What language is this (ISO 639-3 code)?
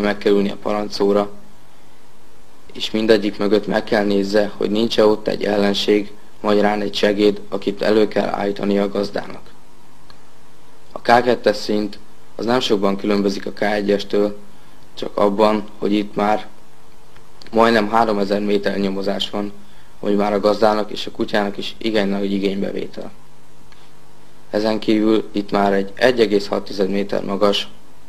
hun